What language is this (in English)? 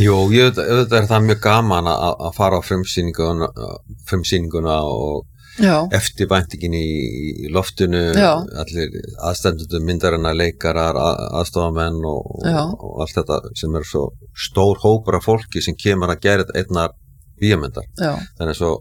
Icelandic